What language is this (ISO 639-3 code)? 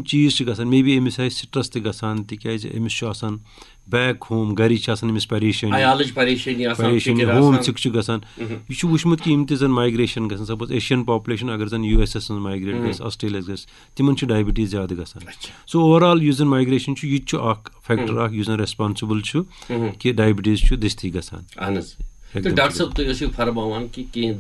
kas